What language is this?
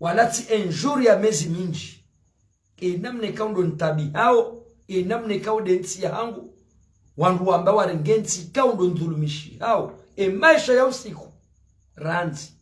Ngazidja Comorian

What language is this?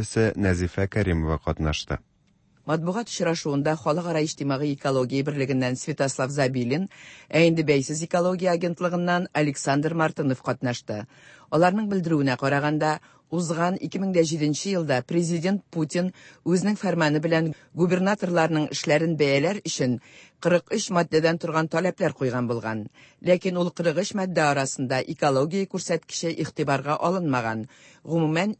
Tatar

